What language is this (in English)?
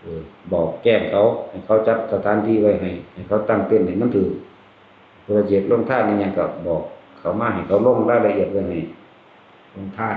Northeastern Thai